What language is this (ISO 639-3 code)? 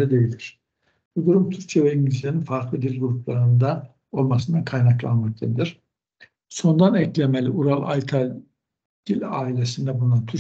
tur